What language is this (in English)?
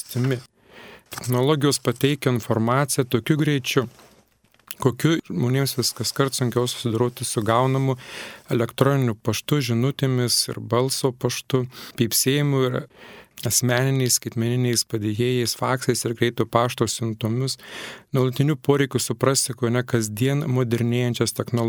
Lithuanian